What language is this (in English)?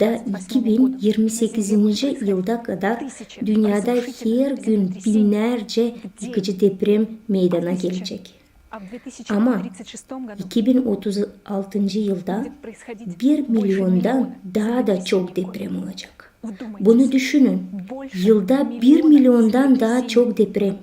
Gagauz